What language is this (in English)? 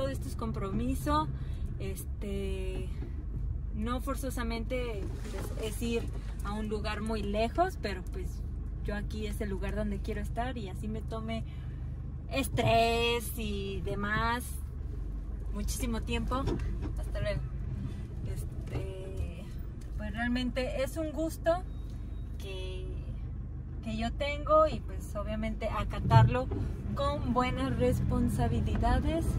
Spanish